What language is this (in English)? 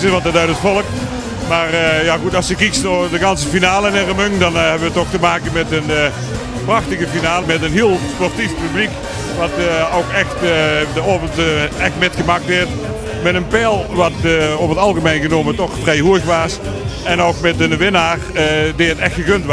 Limburgish